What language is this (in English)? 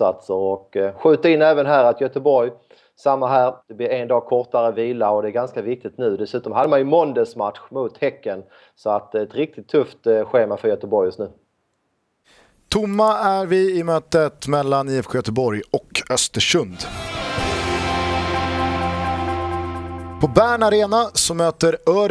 Swedish